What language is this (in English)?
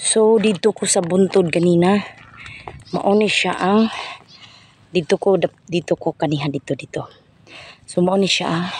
Cebuano